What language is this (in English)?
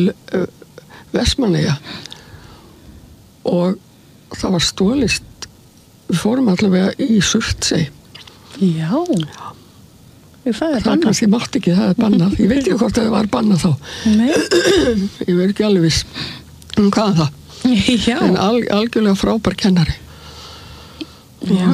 Icelandic